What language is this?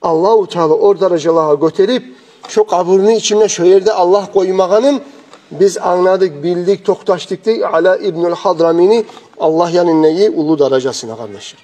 Kumyk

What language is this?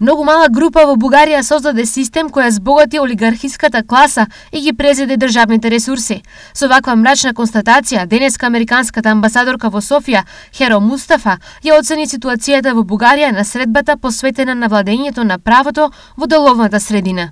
Macedonian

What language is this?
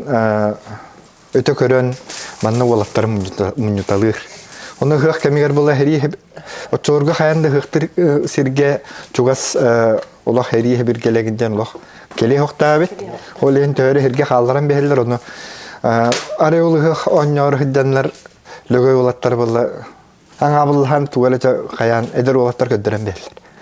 Yakut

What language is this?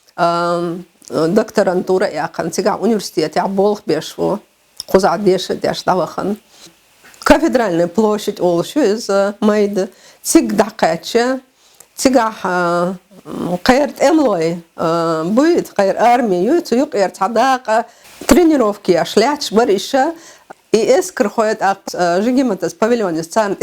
Chechen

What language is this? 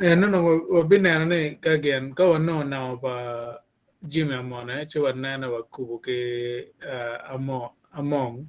Acoli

